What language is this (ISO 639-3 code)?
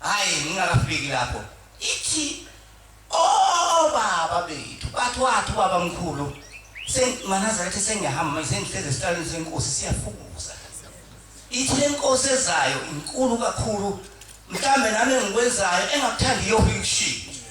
zul